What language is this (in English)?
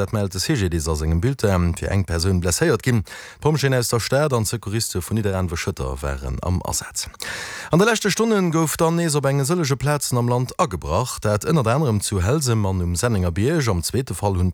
Luxembourgish